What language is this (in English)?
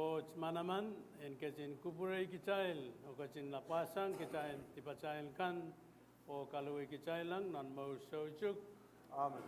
Pohnpeian